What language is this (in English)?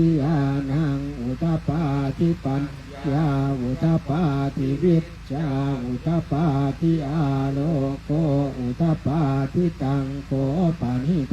Pali